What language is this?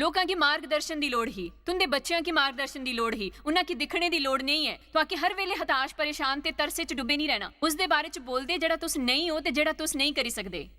Dogri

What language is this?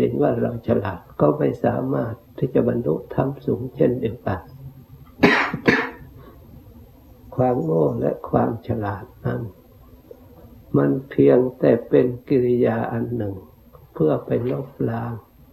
Thai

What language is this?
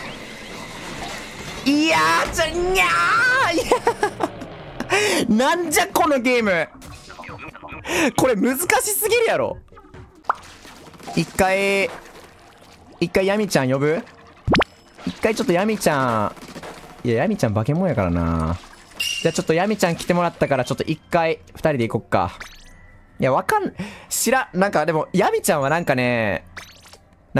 Japanese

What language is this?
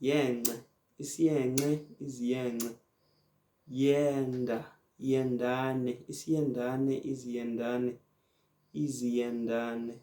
Zulu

